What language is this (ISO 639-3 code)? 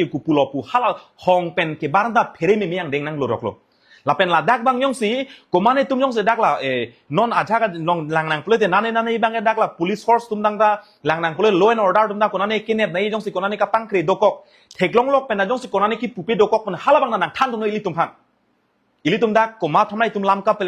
mjw